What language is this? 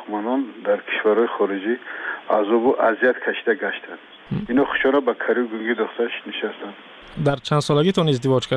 Persian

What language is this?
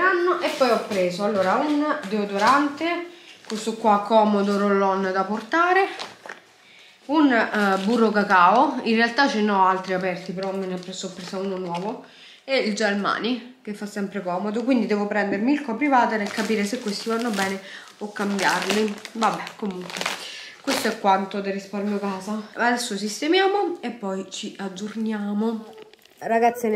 Italian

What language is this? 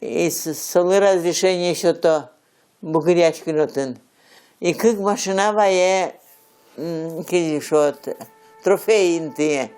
Udmurt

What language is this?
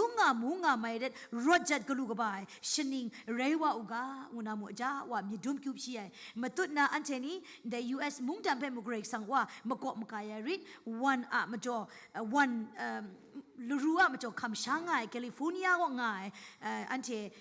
Kachin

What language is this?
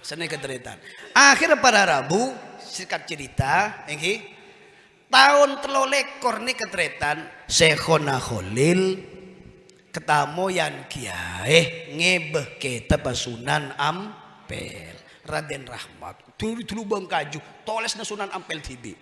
Madurese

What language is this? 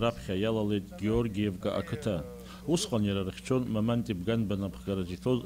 Abkhazian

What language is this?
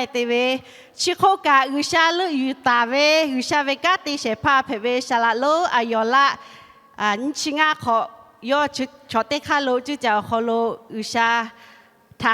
Lahu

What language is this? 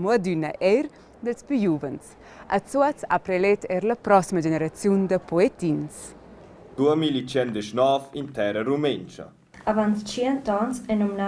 Romansh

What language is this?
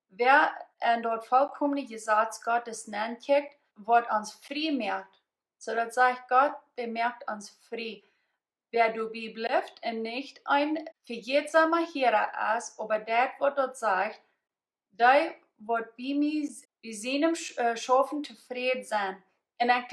Plautdietsch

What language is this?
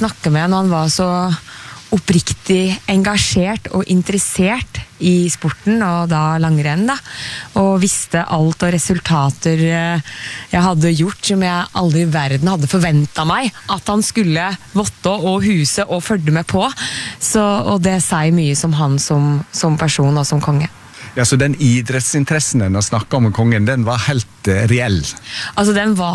Norwegian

